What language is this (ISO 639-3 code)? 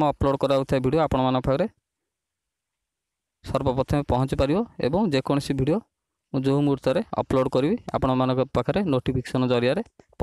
ori